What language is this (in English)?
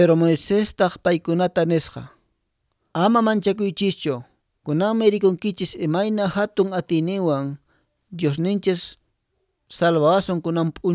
Quechua